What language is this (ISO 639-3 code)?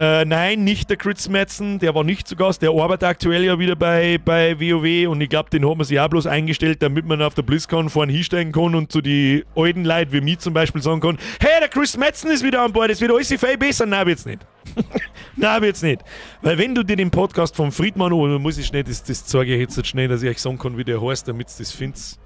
bar